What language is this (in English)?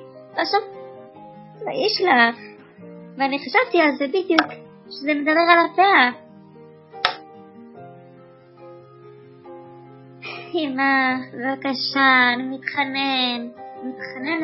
Hebrew